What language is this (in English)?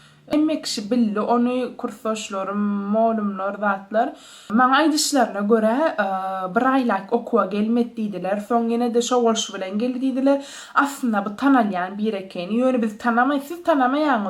Turkmen